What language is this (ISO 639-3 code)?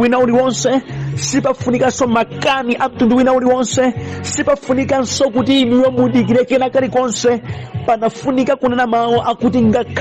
nya